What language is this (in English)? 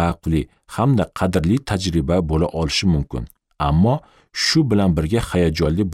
Uzbek